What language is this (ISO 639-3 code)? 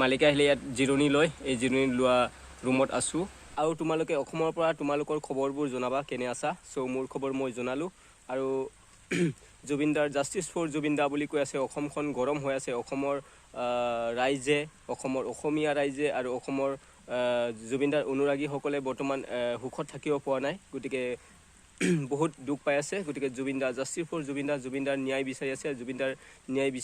asm